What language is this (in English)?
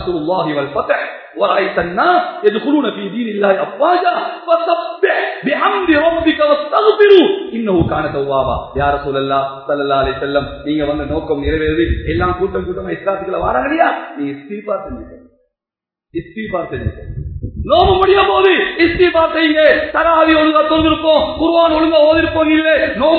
Tamil